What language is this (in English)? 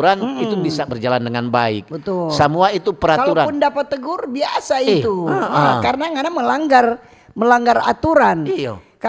Manado Malay